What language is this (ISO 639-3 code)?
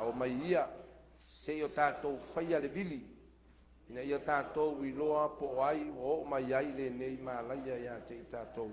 smo